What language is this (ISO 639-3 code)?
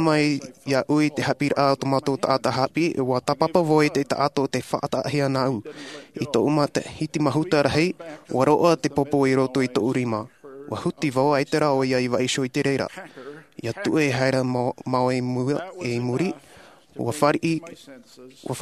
tah